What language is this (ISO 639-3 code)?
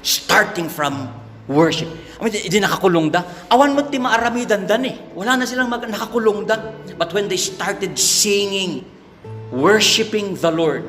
ilo